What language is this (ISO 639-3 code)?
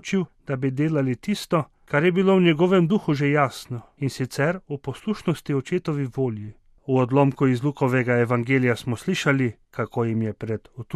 slv